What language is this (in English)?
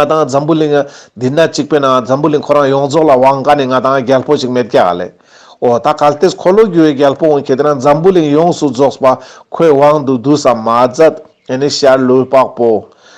Ladakhi